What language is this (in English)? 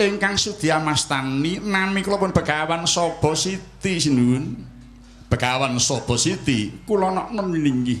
Javanese